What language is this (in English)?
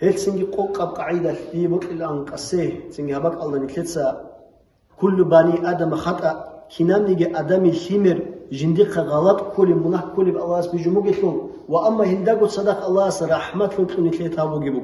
Avaric